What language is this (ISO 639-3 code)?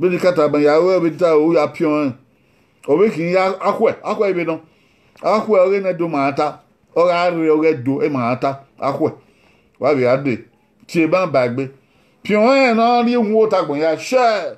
bin